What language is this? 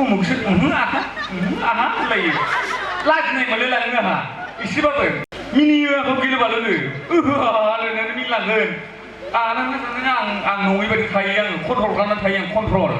Bodo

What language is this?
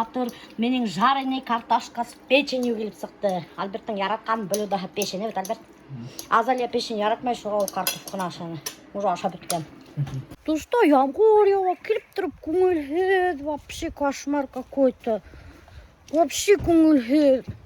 Bashkir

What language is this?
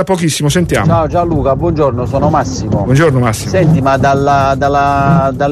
Italian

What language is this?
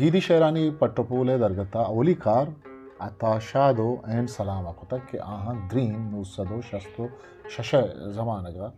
Eastern Balochi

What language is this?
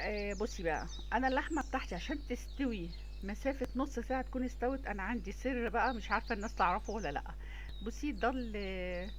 Egyptian Arabic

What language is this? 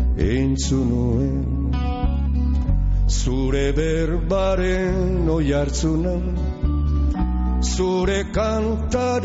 Basque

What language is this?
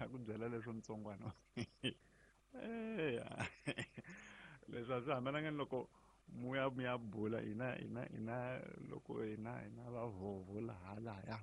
Tsonga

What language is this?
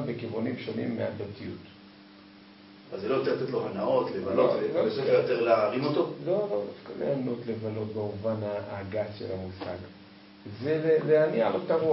Hebrew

